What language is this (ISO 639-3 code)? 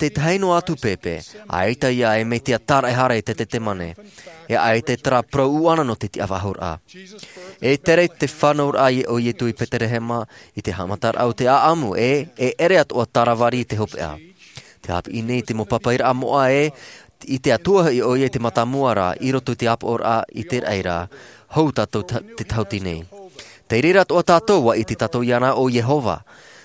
tah